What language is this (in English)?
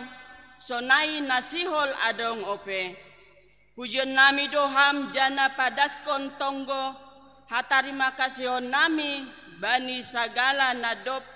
Batak Simalungun